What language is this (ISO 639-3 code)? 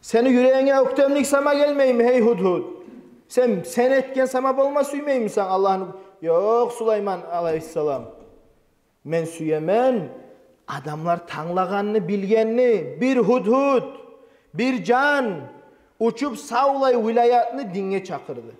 kum